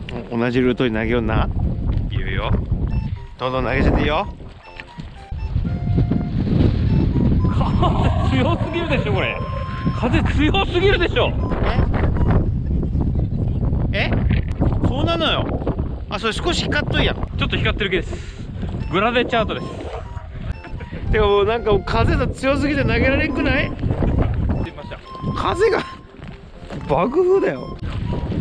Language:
Japanese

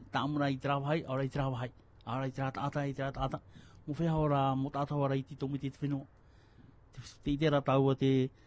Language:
Tahitian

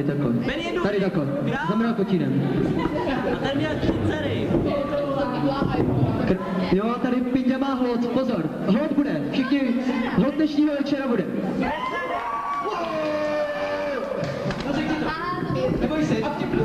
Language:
Czech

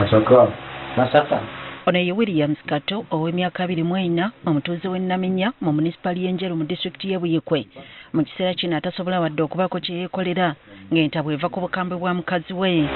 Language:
Ganda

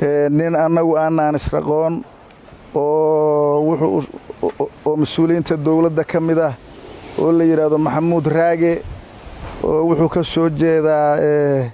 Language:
Somali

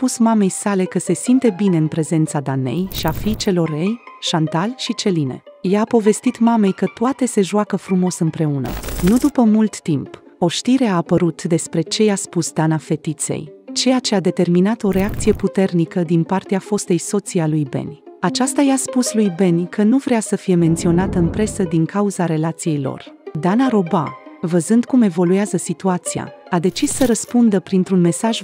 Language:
Romanian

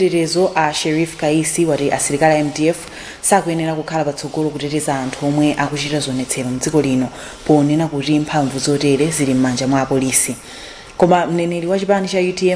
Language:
Nyanja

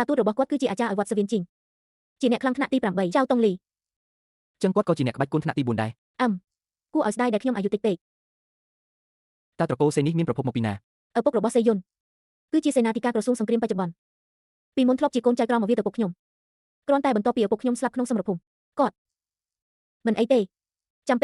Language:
Khmer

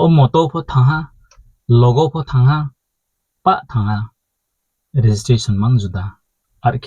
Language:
Riang (India)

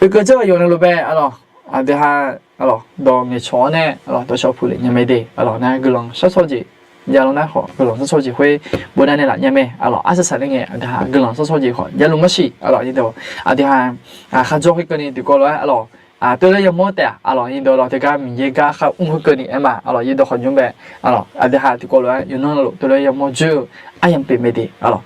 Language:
Akha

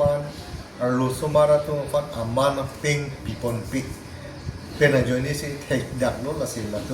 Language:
Karbi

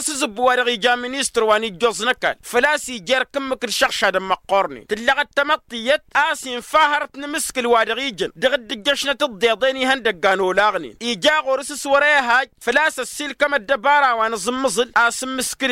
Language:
Tamasheq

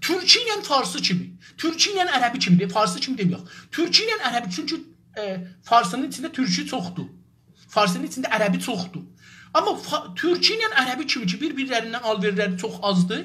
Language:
South Azerbaijani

